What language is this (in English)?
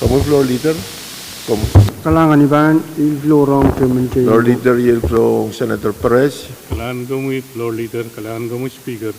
Pohnpeian